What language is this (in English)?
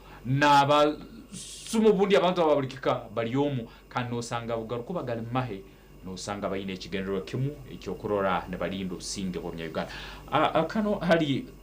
Nyankole